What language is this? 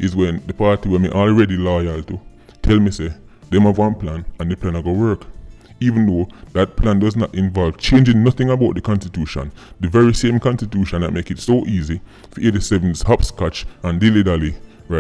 Jamaican Creole English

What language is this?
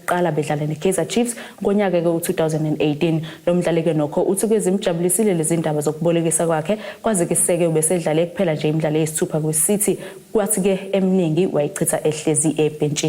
Zulu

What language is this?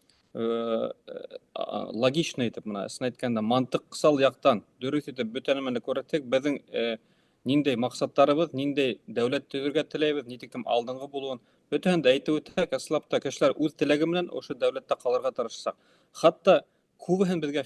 Bashkir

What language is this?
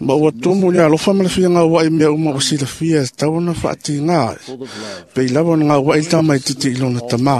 Samoan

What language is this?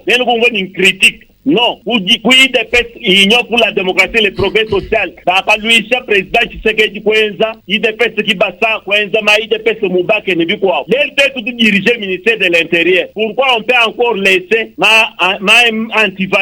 Luba-Lulua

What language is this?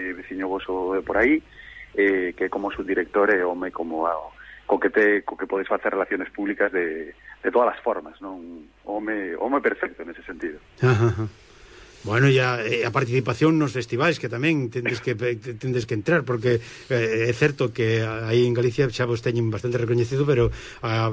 Galician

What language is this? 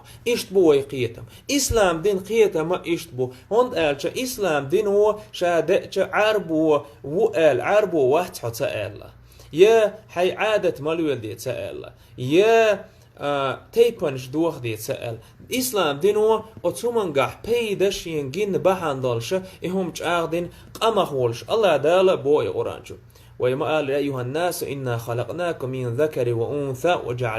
Chechen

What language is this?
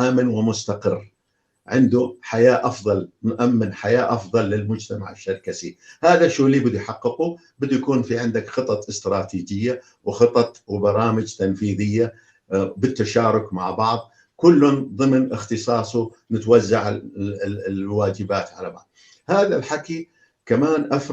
North Levantine Arabic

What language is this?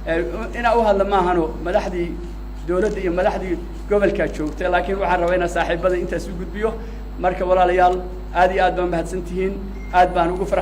Somali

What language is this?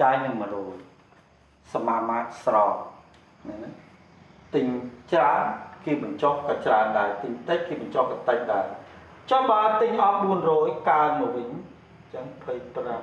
Khmer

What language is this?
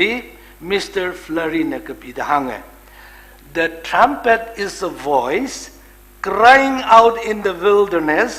Tangkhul Naga (India)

